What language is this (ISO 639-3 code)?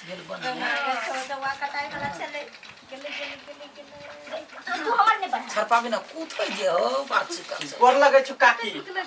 mai